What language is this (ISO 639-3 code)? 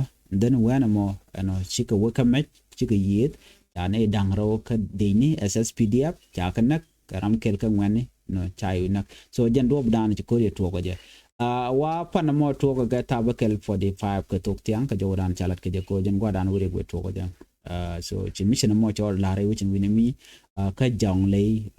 nus